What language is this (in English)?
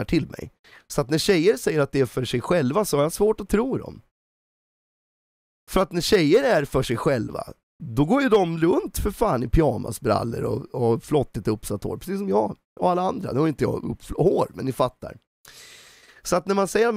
Swedish